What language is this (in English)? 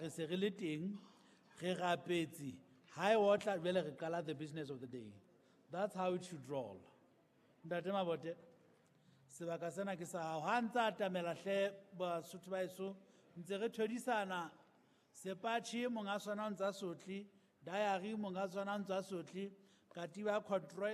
Southern Sotho